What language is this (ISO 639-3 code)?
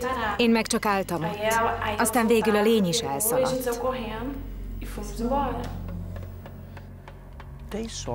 hun